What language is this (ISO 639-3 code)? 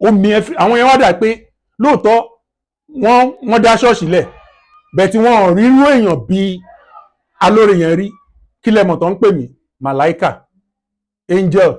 yor